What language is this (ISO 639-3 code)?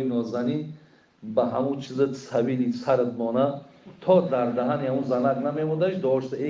tgk